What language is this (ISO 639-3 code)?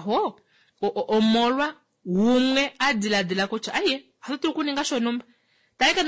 kua